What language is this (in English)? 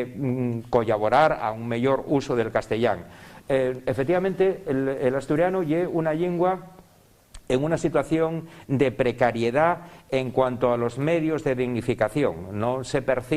Asturian